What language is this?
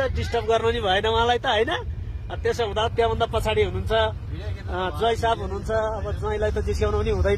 Nepali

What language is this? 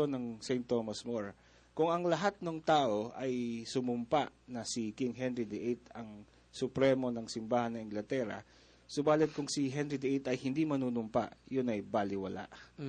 Filipino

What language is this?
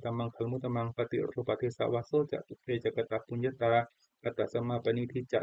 Pali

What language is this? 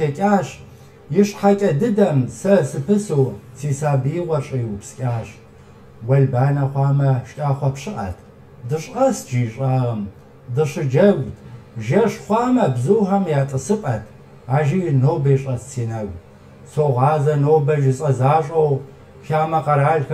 Kabardian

